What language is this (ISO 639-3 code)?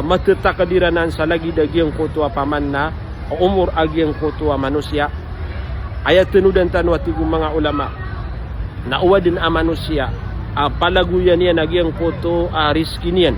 mrw